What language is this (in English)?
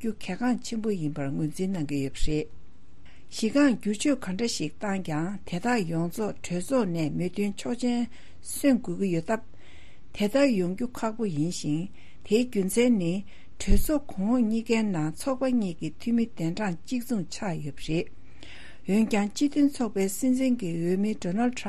Tibetan